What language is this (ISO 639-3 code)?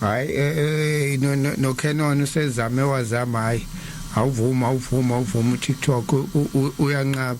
zul